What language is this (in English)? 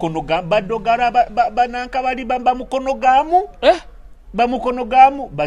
Nyoro